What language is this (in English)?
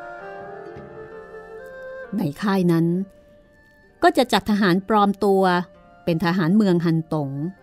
Thai